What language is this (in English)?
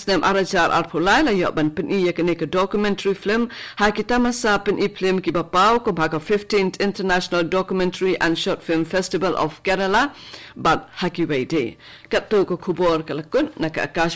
Khasi